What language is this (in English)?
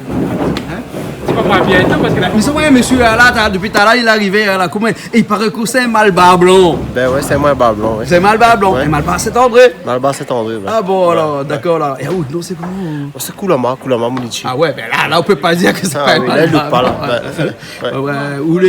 Réunion Creole French